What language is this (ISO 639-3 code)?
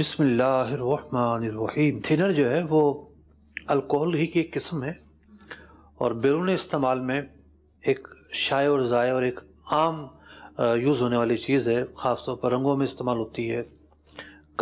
urd